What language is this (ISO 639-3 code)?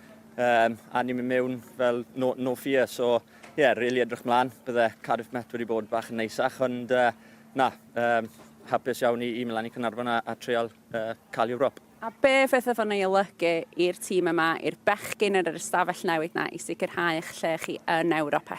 cym